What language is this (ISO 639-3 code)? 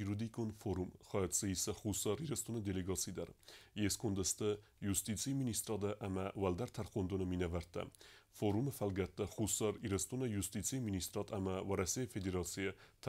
oss